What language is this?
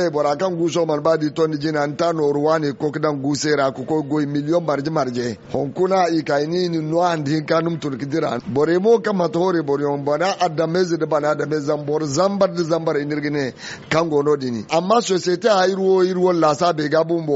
Zarma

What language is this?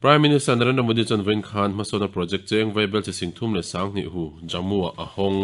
Mizo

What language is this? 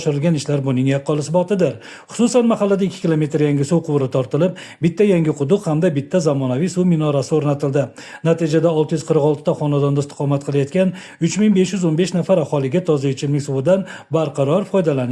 Uzbek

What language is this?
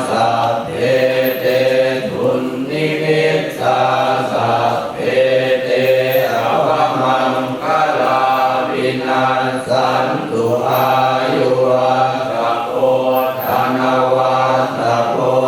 Pali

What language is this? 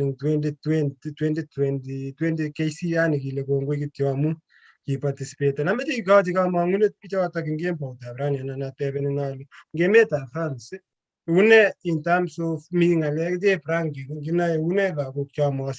Kalenjin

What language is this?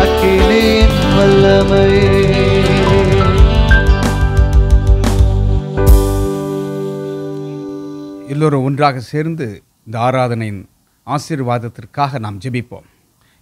Tamil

